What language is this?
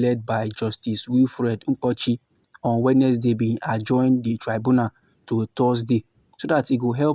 Nigerian Pidgin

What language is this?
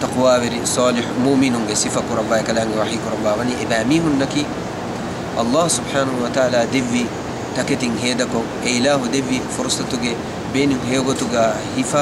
Divehi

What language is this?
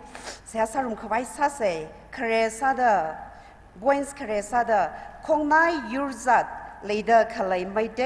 Tangkhul Naga (India)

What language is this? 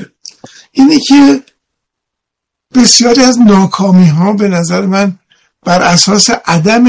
Persian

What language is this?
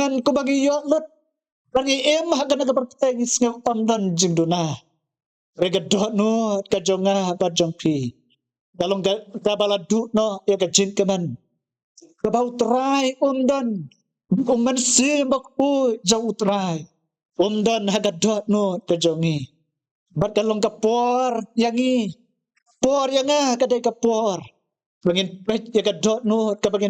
Khasi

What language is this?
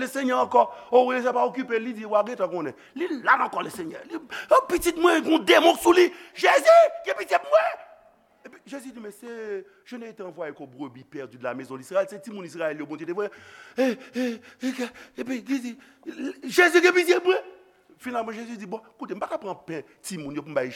Haitian Creole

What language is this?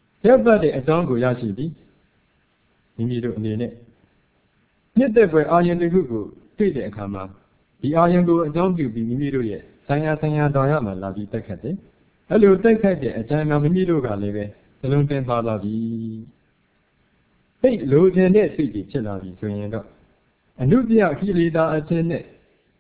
Burmese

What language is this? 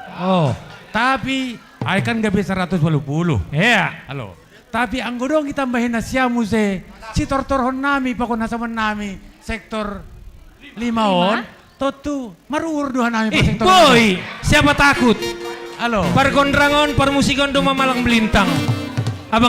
Batak Simalungun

